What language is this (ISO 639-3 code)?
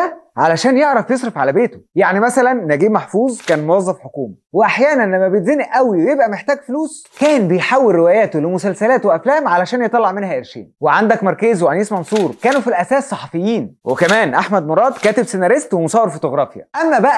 arz